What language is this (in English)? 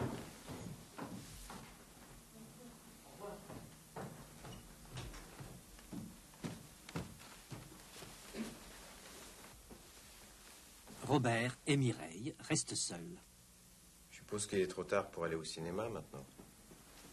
French